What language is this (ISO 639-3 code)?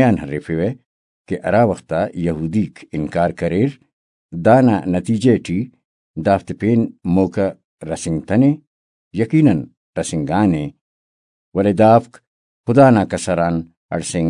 brh